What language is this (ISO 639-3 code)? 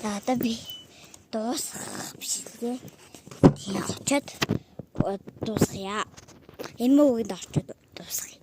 mon